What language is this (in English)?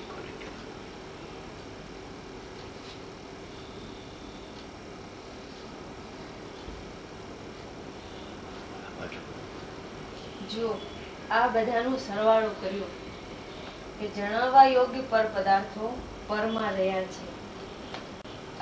Gujarati